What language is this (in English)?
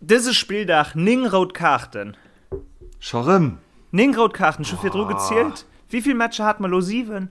Luxembourgish